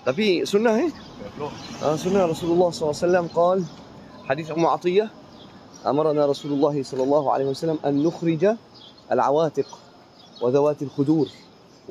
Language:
Malay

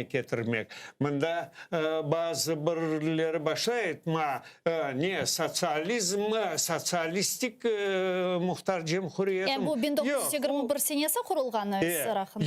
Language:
Crimean Tatar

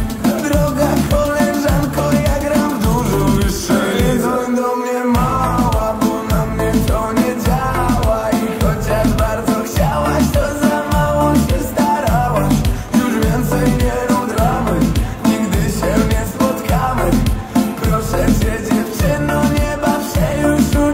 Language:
Polish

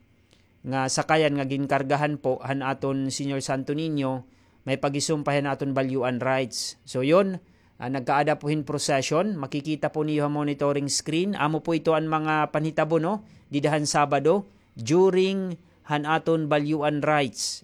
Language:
Waray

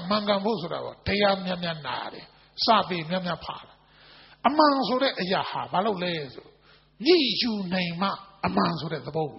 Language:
Burmese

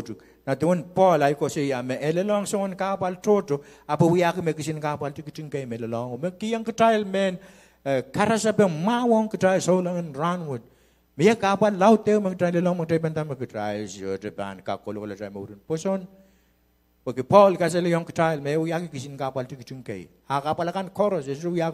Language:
Pohnpeian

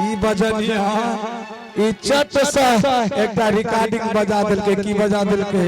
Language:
Maithili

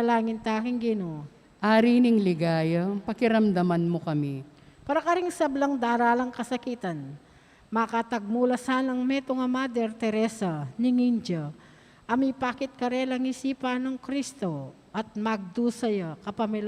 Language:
Pampanga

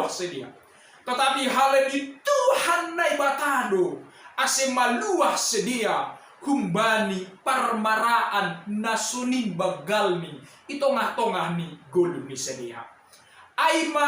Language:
Batak Simalungun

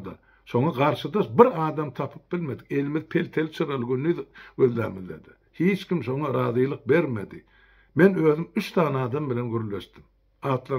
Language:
Turkmen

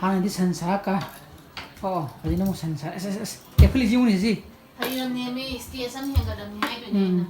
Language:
Manipuri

